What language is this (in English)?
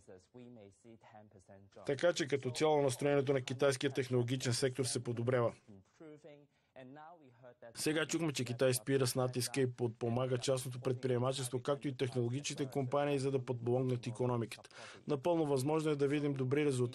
Bulgarian